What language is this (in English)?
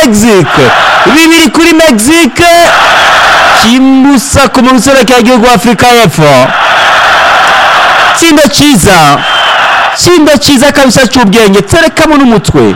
Rundi